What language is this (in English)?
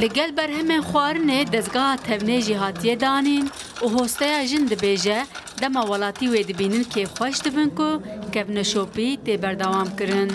Kurdish